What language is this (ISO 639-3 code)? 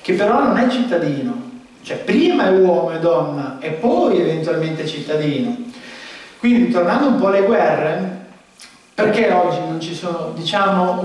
ita